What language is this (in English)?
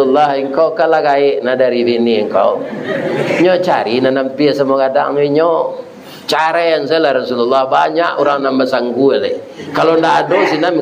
Minangkabau